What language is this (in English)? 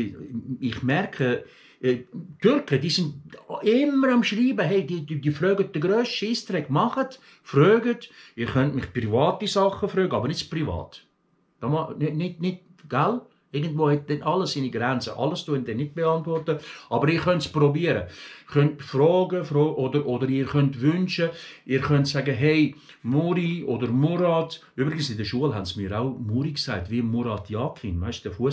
Swiss German